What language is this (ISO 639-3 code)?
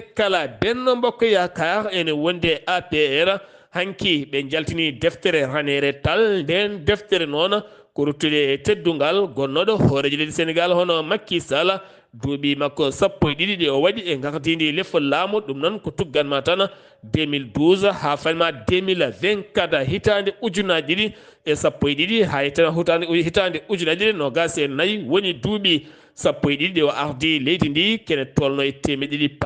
ful